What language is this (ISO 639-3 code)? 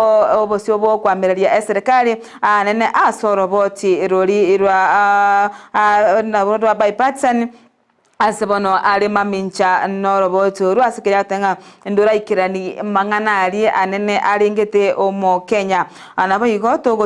guz